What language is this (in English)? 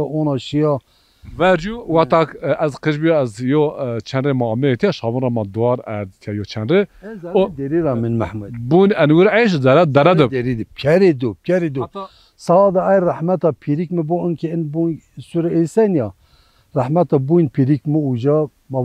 Zaza